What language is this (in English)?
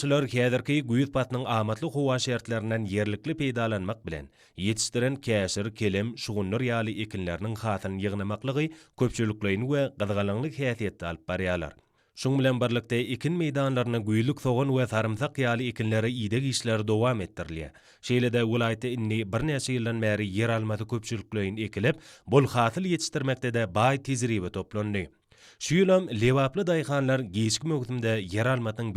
Turkmen